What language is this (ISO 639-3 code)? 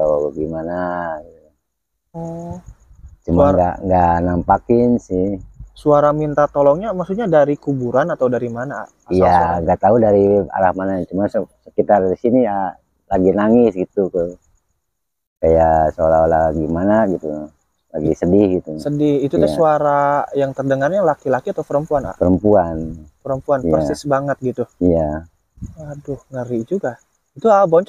ind